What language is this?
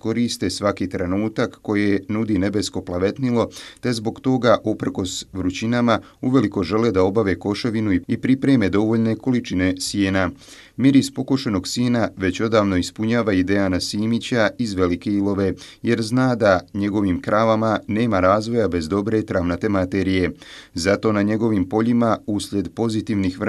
Bosnian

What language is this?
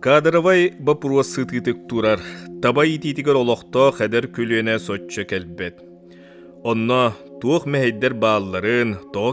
Yakut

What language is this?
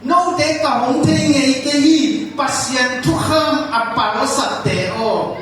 Tedim Chin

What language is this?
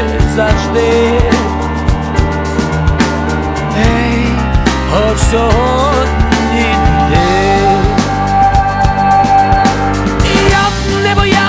Ukrainian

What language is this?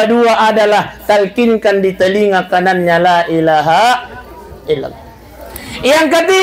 Buginese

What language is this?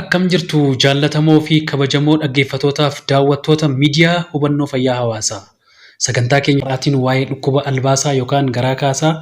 Oromo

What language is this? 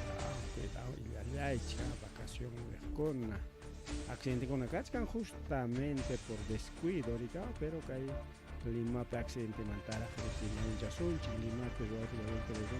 Ayacucho Quechua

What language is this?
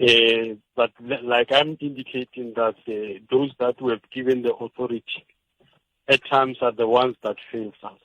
Tsonga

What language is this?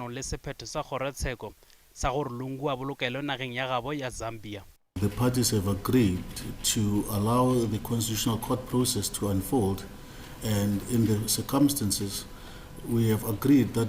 Northern Sotho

